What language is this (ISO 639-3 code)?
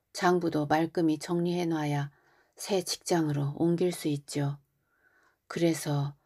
kor